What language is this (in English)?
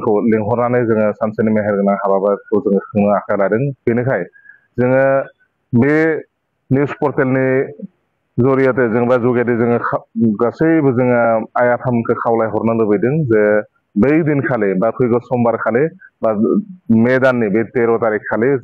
Bodo